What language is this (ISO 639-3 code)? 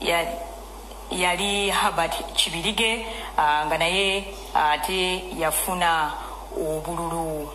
lug